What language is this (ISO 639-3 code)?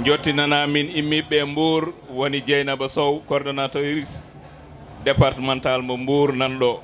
ful